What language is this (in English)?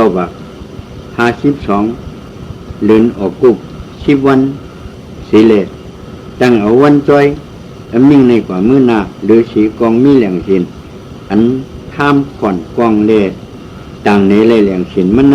Shan